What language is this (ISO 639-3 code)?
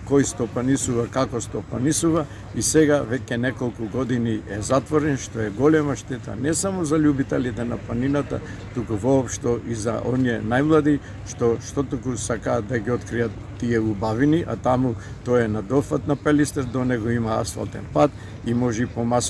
mkd